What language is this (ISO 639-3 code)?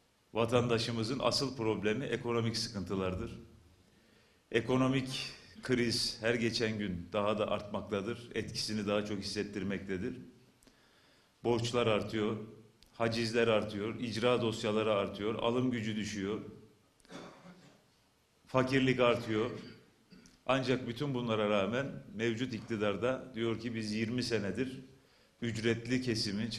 tur